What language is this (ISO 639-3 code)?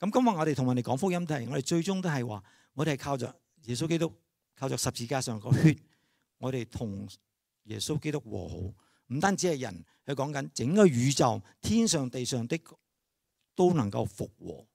yue